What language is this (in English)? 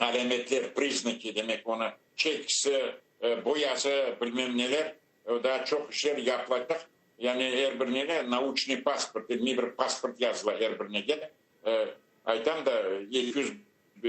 Crimean Tatar